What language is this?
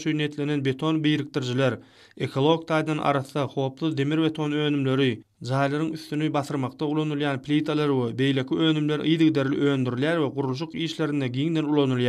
Turkmen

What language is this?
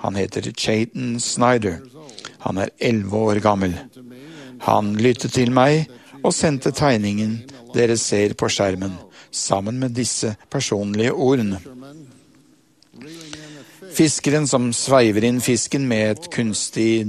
Norwegian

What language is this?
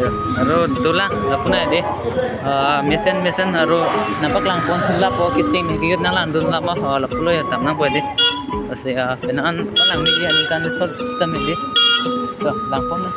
Karbi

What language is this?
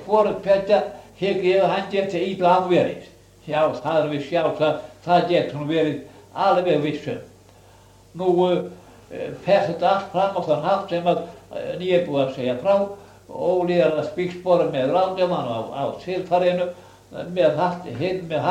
Icelandic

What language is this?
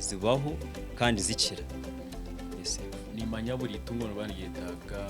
Nyankole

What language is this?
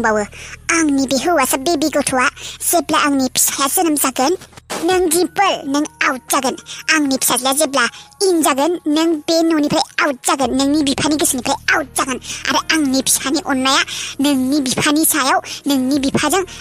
Bodo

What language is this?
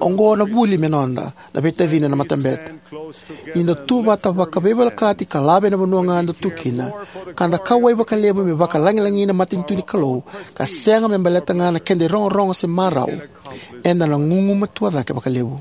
Fijian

